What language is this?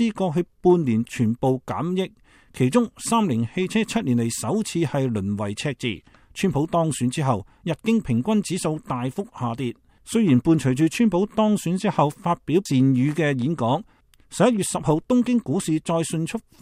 Cantonese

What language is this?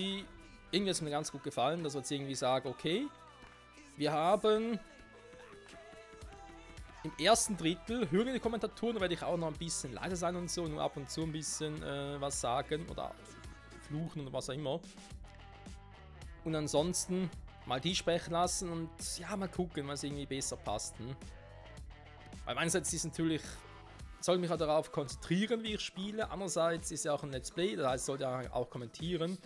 German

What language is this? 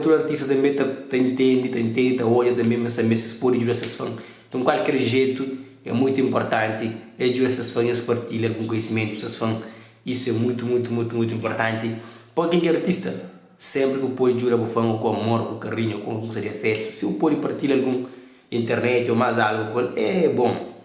Kabuverdianu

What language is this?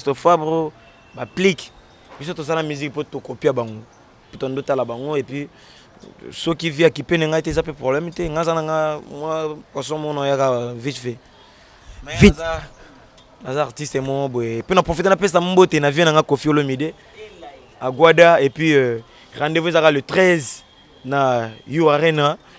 Lingala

